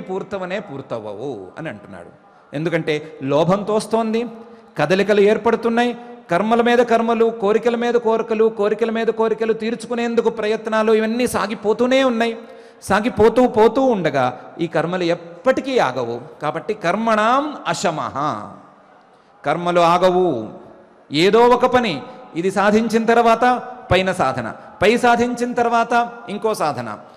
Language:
Telugu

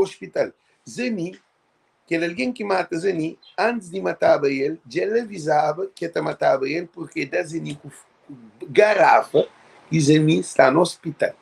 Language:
Kabuverdianu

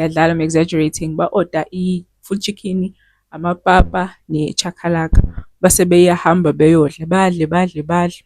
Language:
Zulu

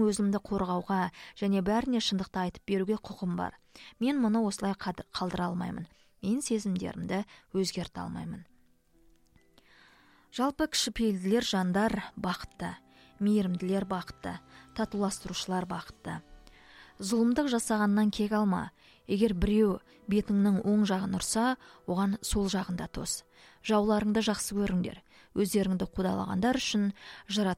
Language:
Kazakh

